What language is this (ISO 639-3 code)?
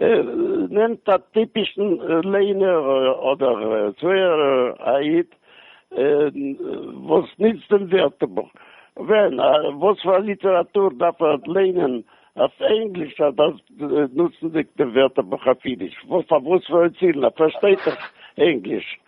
yid